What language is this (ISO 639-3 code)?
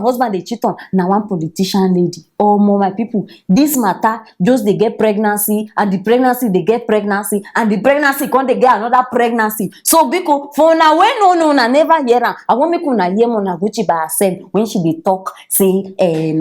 pcm